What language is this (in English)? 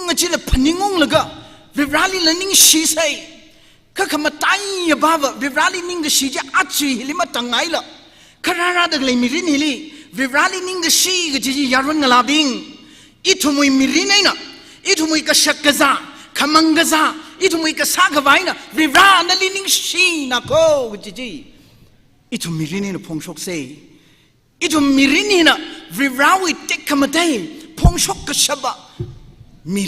Tangkhul Naga (India)